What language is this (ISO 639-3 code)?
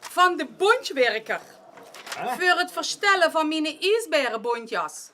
lim